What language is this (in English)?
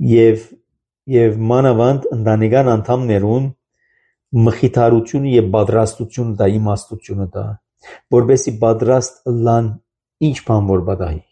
Armenian